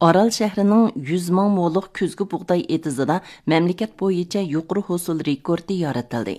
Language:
Uyghur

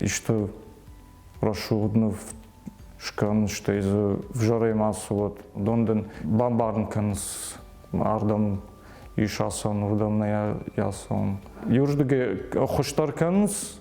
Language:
Ossetic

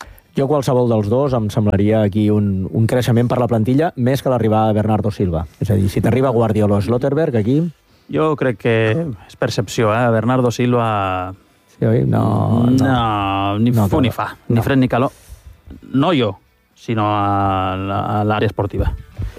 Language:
Catalan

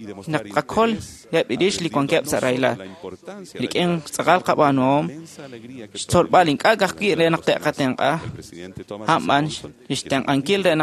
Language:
Kekchí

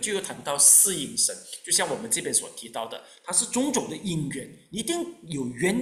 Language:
Chinese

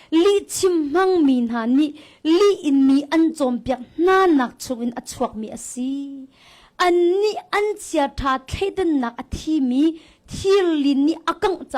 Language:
Hakha Chin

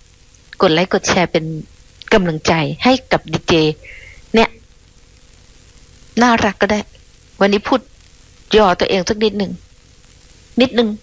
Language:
Thai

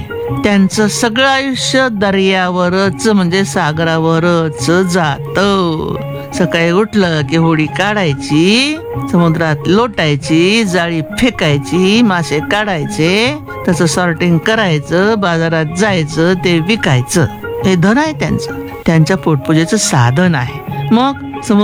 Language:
Marathi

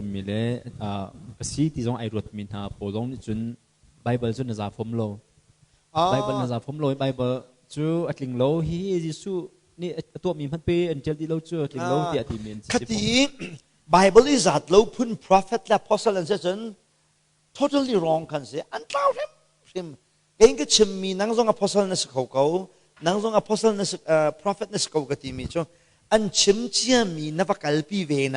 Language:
Hakha Chin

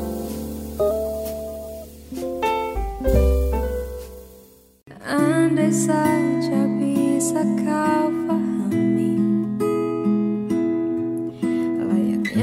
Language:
Indonesian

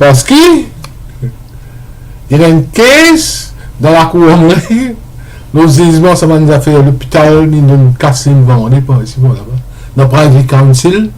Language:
Morisyen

